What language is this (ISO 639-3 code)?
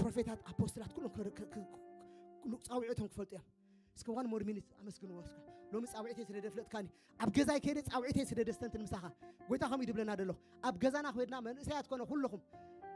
tir